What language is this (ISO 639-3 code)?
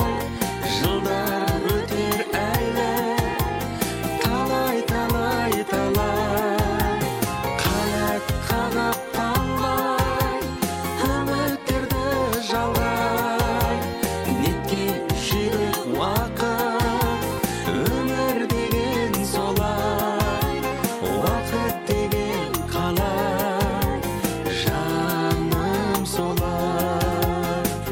kaz